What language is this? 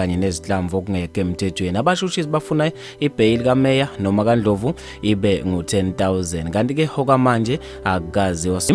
Zulu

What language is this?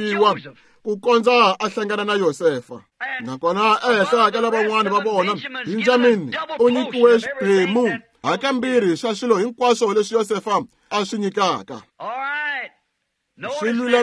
Tsonga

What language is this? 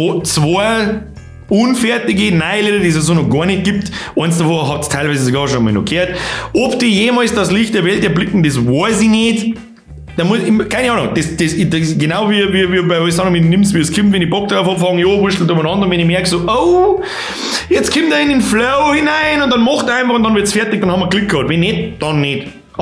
Bavarian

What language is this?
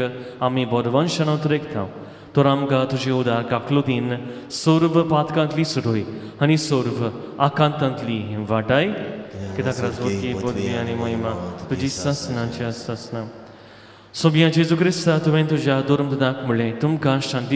Konkani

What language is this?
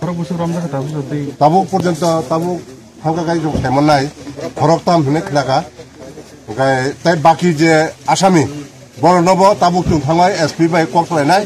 Kok Borok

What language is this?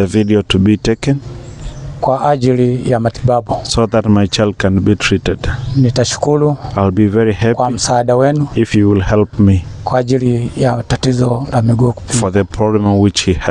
Swahili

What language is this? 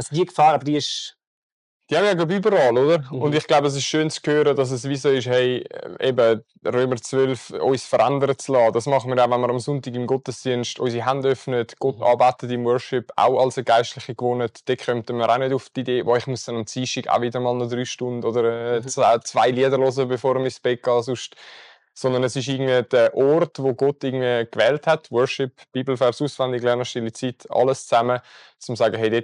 Swiss German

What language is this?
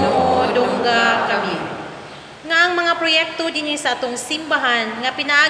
Cebuano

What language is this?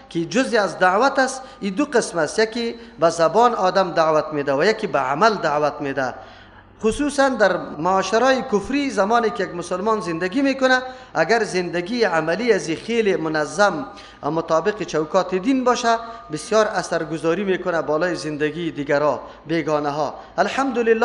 Persian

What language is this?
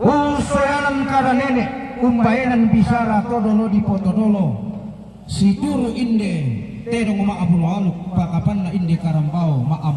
Toraja-Sa'dan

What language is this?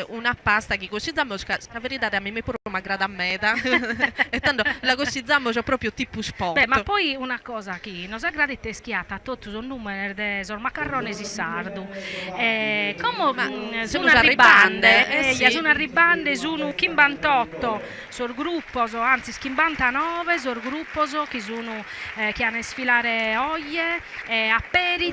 Sardinian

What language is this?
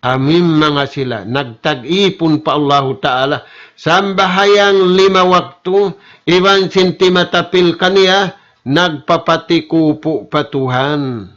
Tausug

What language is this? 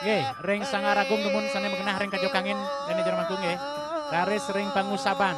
Balinese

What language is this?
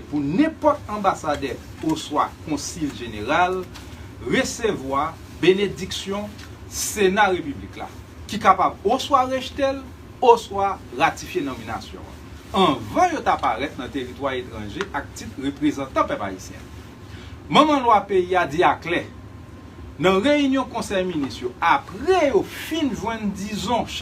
Haitian Creole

